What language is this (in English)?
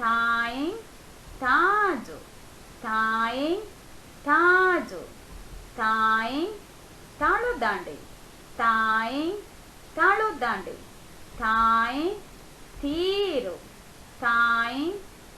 Divehi